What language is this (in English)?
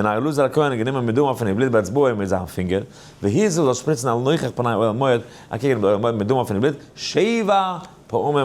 Yiddish